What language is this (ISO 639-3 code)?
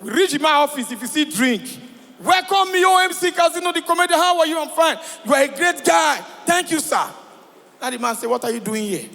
pcm